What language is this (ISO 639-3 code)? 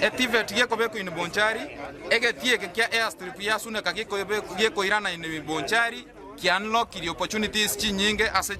guz